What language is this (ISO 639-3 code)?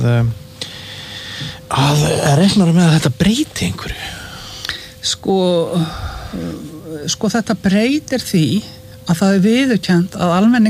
isl